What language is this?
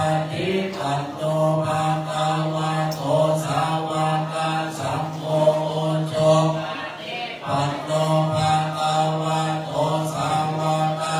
Pali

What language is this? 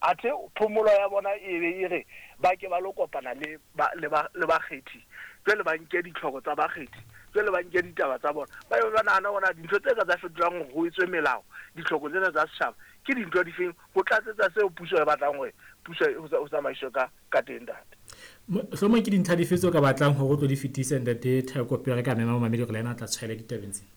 Southern Sotho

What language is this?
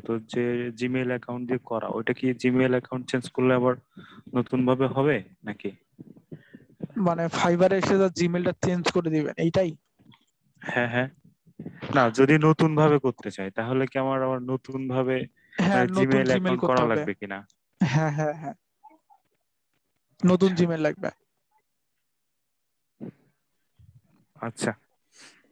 Bangla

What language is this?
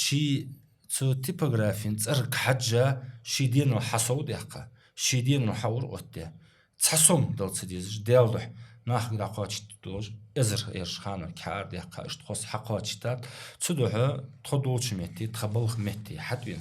Ingush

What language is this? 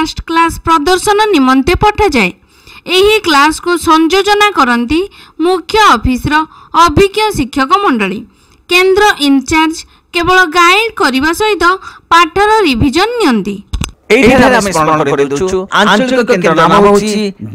Odia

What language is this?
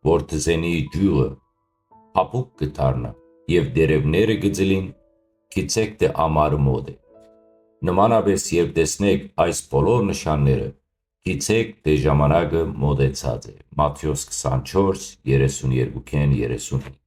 Western Armenian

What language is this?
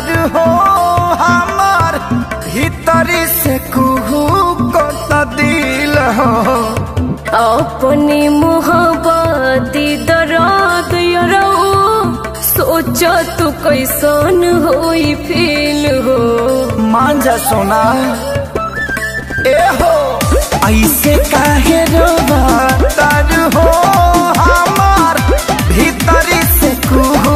Bhojpuri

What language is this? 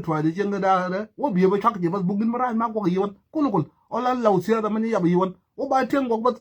Nuer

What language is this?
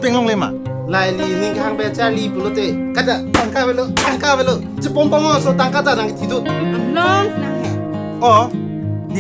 Karbi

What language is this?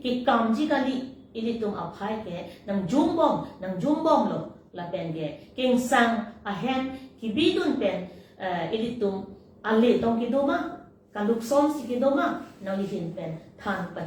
Karbi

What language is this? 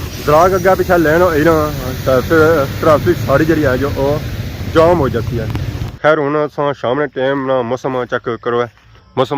Pahari-Potwari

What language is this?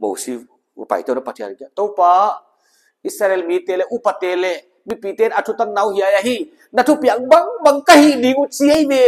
Paite Chin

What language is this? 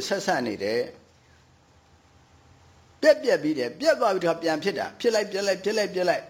Burmese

